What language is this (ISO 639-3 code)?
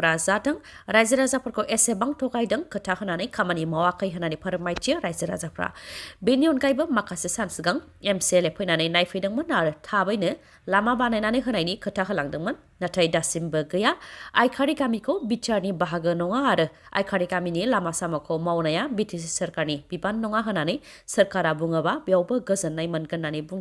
brx